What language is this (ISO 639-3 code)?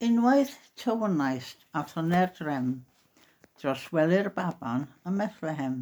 cym